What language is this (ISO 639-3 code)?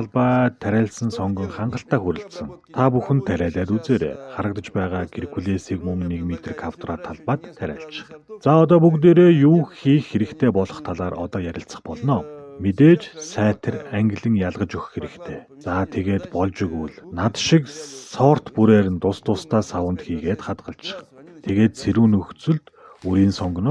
mon